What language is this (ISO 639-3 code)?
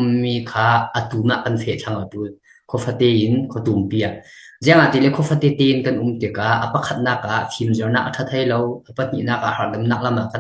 cfm